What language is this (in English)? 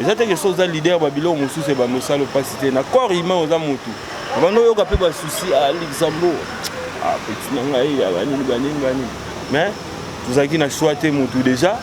Lingala